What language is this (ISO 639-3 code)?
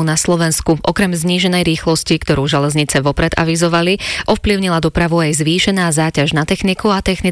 slk